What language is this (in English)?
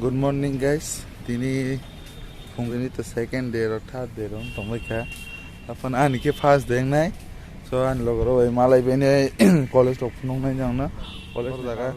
Kok Borok